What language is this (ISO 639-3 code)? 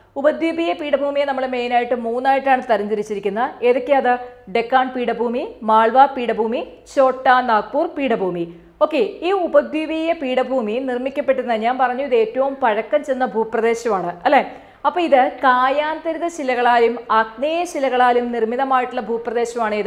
mal